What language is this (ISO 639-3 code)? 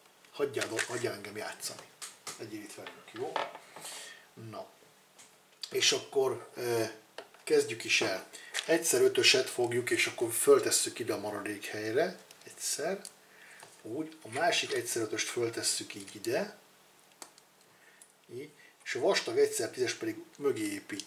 hun